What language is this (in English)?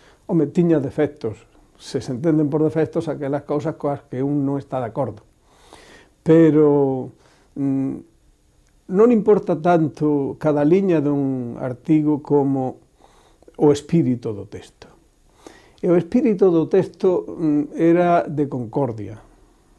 Galician